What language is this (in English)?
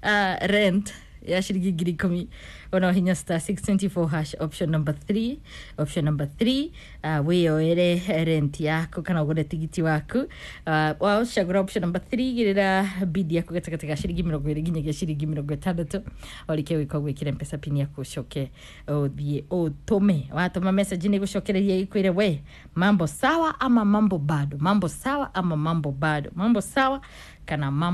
Kikuyu